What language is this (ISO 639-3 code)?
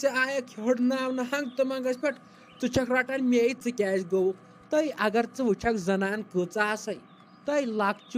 kas